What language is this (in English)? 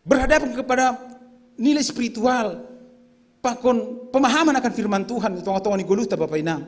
Batak Simalungun